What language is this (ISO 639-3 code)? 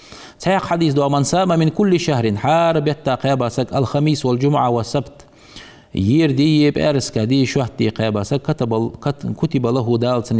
inh